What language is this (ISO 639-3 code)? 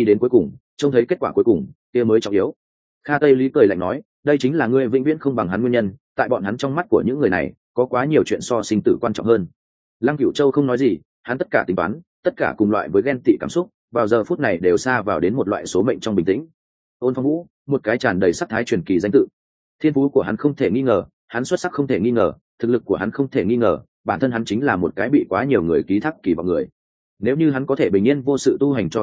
vie